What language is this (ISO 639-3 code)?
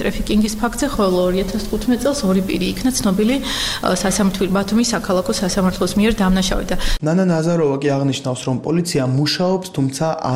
kat